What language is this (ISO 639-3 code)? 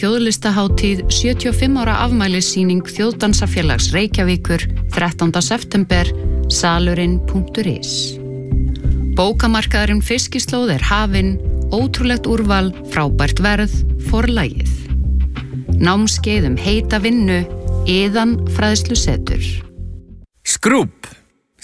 isl